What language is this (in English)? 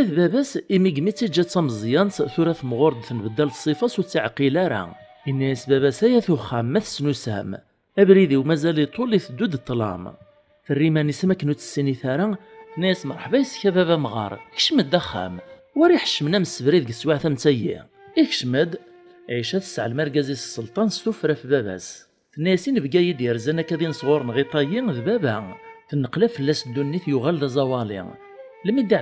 Kabyle